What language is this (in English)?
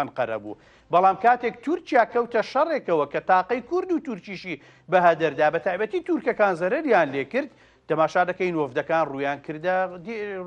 Central Kurdish